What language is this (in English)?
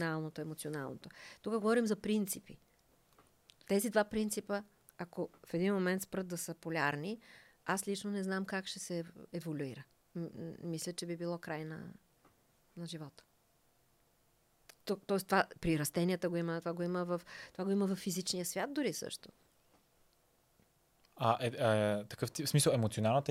Bulgarian